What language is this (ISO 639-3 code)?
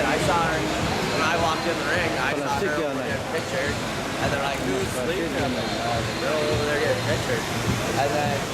tuk